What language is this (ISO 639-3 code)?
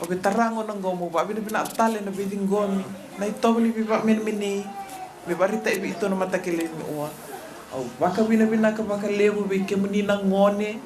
fij